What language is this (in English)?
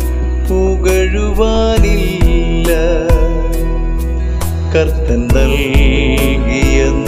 Malayalam